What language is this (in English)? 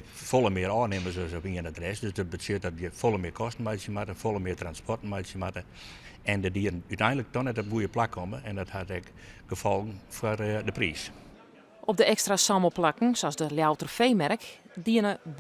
Western Frisian